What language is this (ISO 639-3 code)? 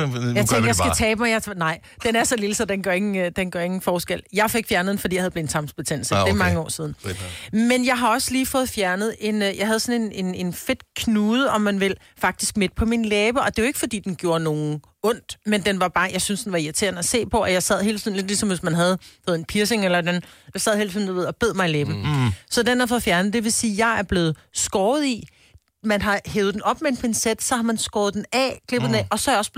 dan